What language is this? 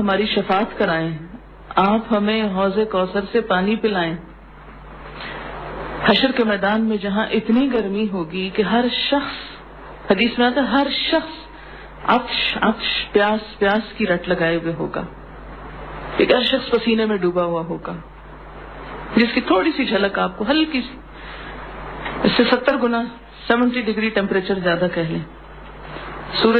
Urdu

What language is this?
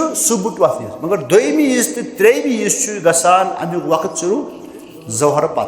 Kashmiri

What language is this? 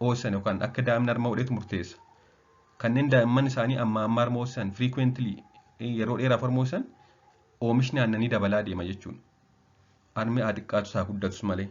Oromo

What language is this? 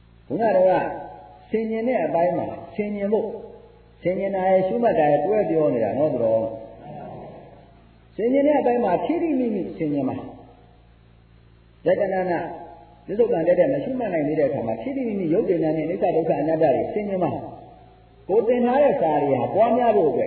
Burmese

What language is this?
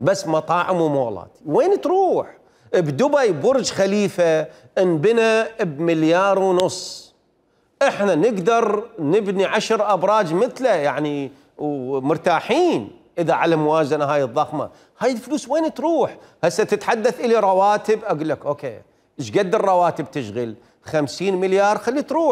Mesopotamian Arabic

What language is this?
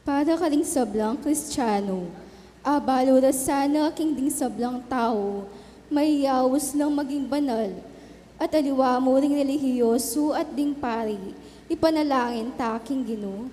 Pampanga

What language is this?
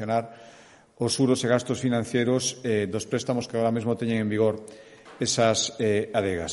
Galician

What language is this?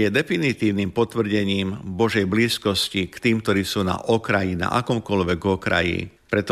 Slovak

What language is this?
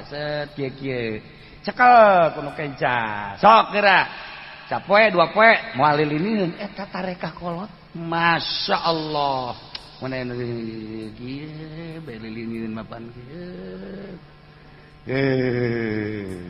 Sundanese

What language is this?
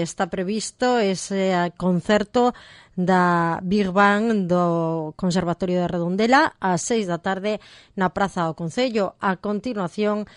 Galician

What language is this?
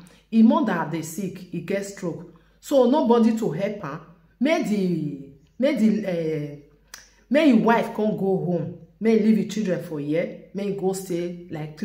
Nigerian Pidgin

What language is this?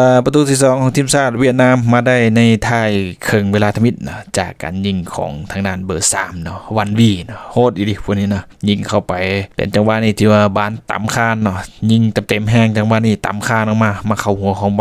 Lao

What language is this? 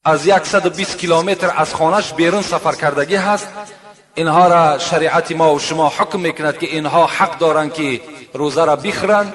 Tajik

